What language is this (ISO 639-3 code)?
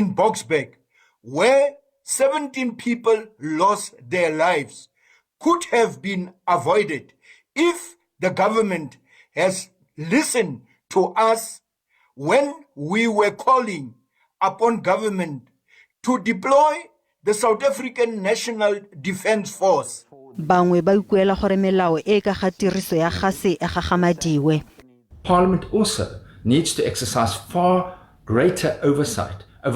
tsn